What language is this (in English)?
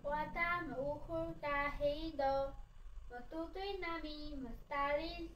Taroko